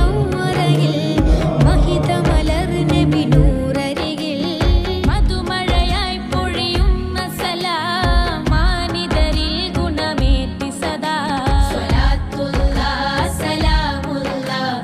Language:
Malayalam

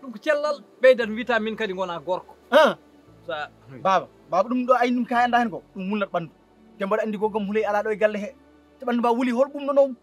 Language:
Fula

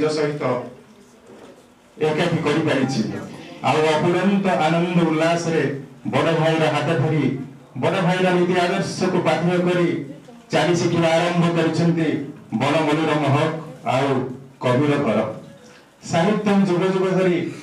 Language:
Odia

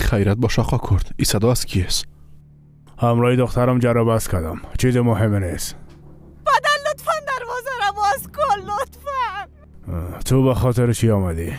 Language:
Persian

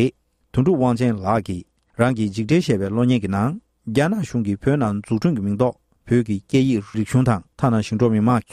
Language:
Tibetan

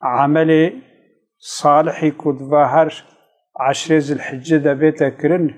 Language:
Kurdish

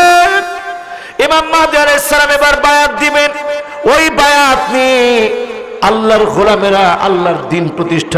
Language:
Bangla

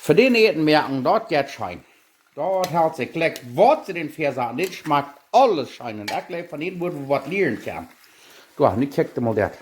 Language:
Plautdietsch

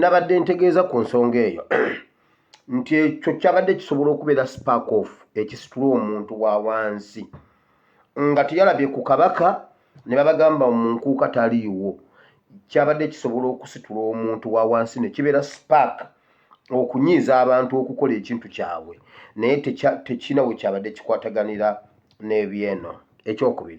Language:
Ganda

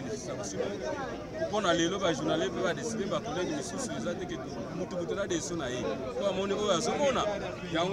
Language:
Lingala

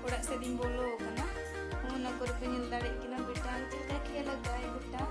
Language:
Santali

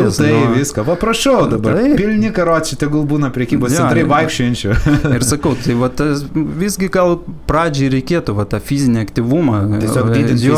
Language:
Lithuanian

